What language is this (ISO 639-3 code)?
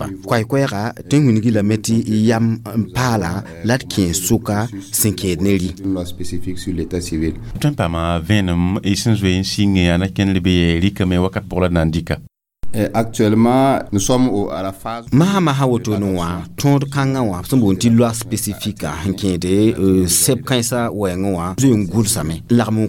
mos